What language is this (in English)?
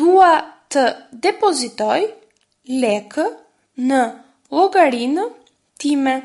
Albanian